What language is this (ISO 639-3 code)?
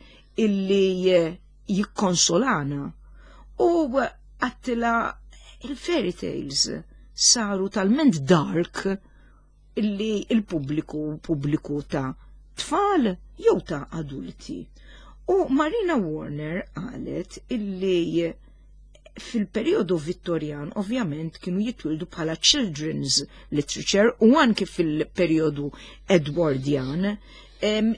mlt